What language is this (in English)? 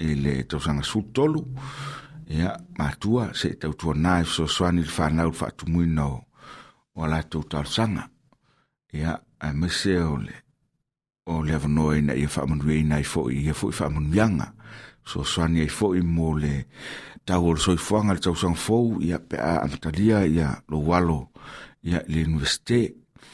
Samoan